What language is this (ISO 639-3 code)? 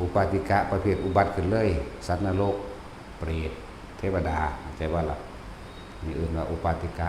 tts